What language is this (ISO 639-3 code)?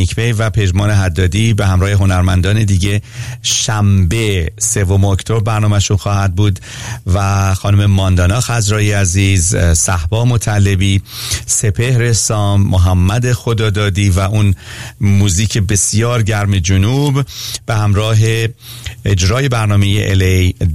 fas